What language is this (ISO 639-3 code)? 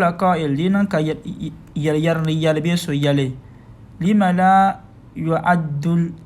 dag